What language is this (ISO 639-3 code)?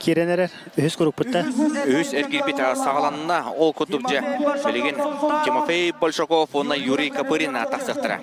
sah